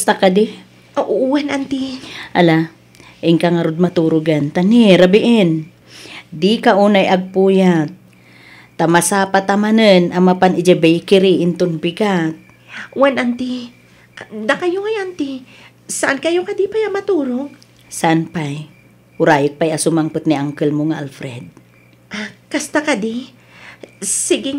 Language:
Iloko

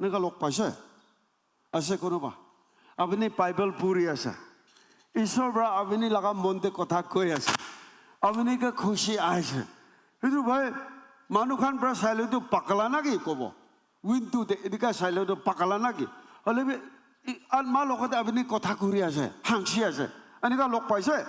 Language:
Naga Pidgin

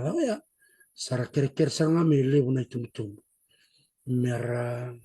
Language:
Fijian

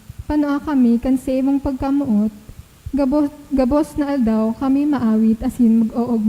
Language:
Bikol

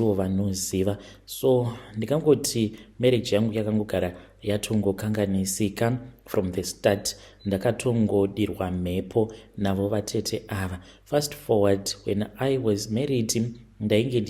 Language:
Shona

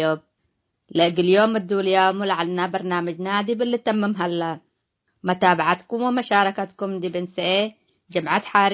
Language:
Tigre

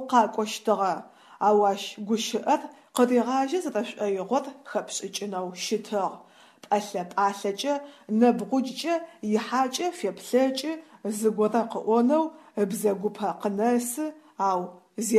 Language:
Adyghe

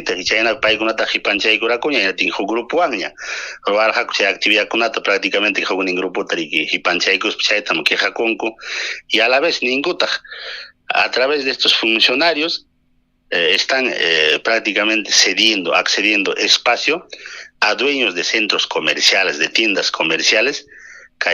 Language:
Ayacucho Quechua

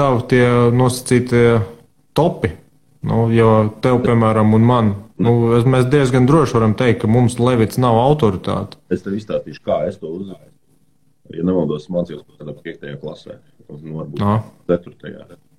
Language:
Latvian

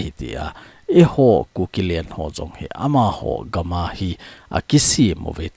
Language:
Thado Chin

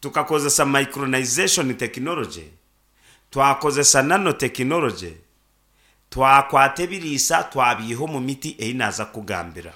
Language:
Nyankole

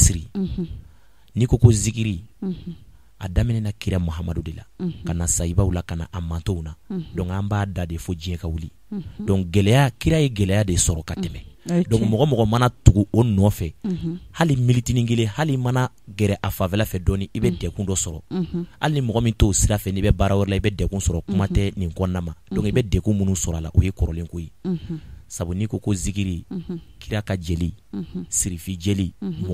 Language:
Bambara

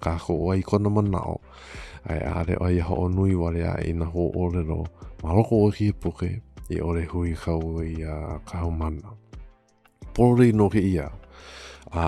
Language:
Hawaiian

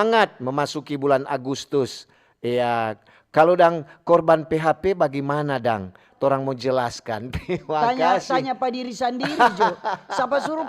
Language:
Manado Malay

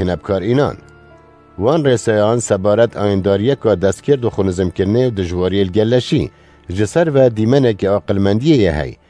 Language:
Kurdish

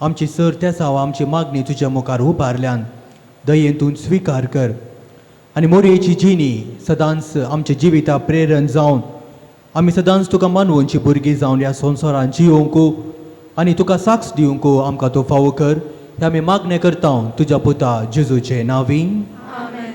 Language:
Konkani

